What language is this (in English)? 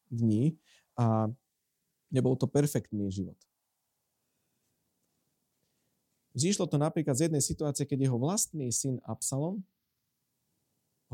Slovak